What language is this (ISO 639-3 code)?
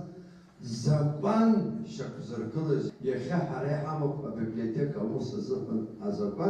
abk